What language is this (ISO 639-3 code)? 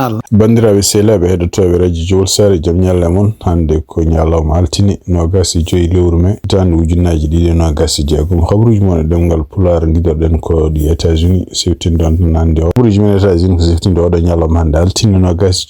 ful